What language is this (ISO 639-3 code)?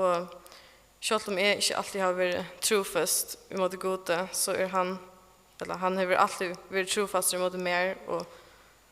fao